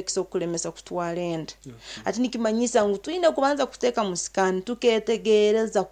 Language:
Nyankole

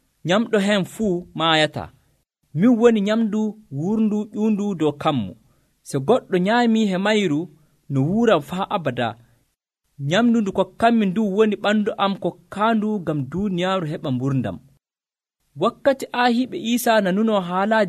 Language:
Nigerian Fulfulde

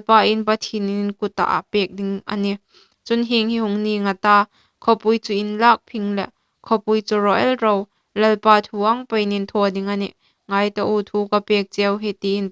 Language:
Hmar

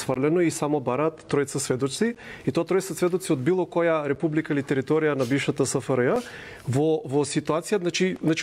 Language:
Macedonian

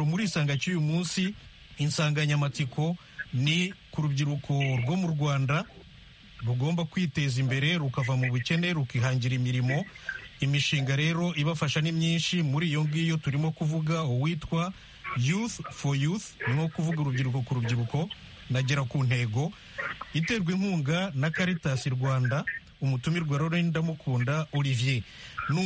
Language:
Kinyarwanda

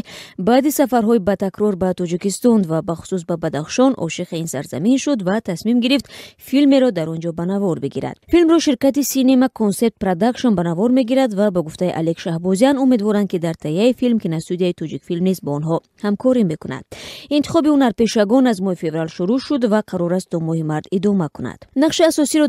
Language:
Tajik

